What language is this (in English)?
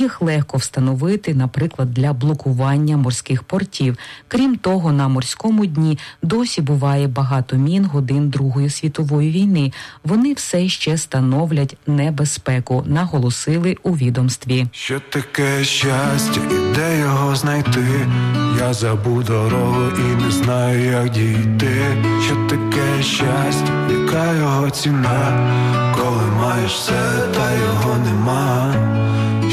Ukrainian